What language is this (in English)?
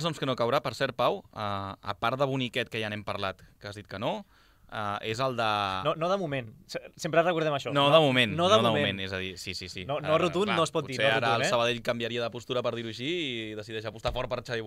Catalan